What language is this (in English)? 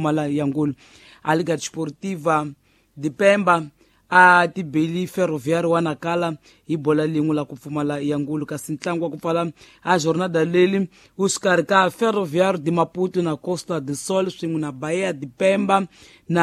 Tsonga